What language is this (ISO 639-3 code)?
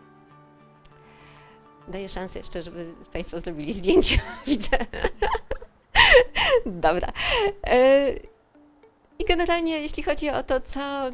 pol